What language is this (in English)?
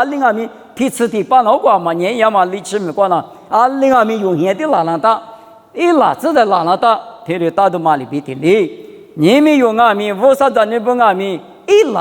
Lisu